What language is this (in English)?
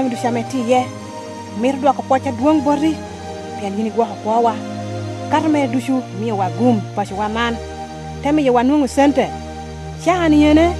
Lango (Uganda)